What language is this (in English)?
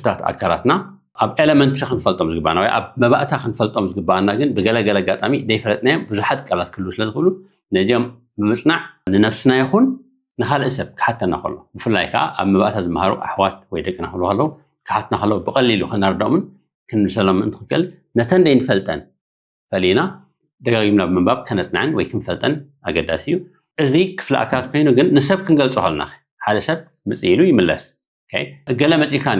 Tigrinya